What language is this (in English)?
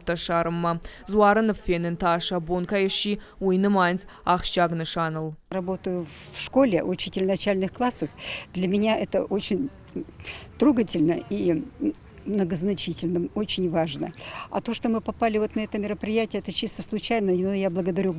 Ossetic